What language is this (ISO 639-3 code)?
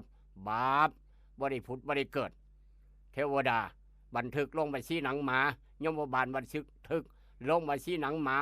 tts